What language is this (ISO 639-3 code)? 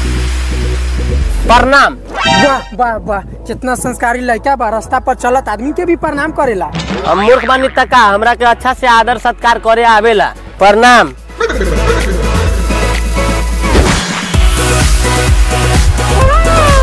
bho